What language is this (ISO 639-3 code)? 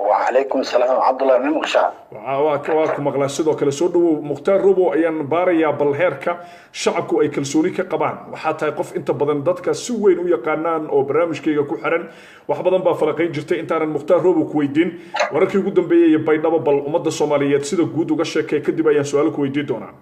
som